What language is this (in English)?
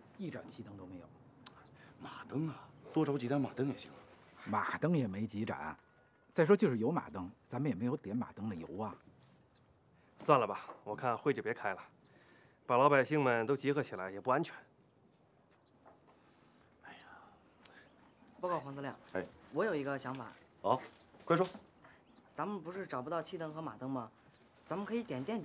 Chinese